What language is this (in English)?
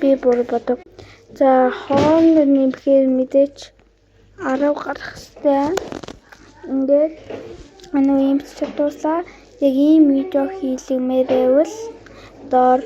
Mongolian